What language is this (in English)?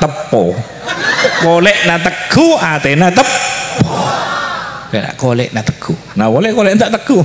Madurese